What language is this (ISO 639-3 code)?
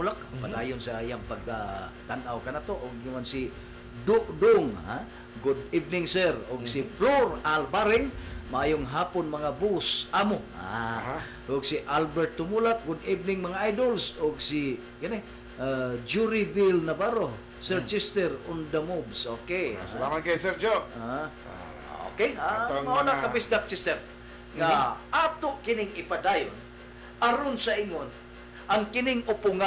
ceb